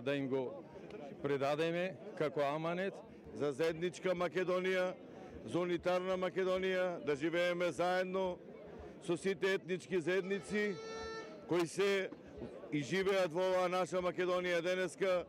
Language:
Macedonian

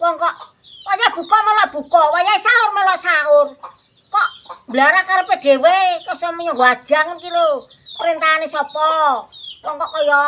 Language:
Javanese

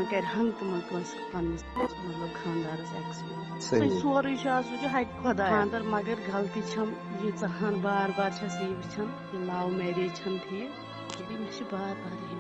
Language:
Kashmiri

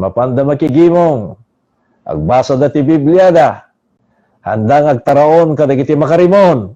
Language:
Iloko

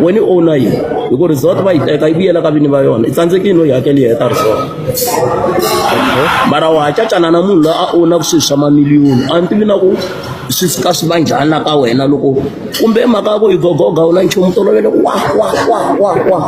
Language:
Tsonga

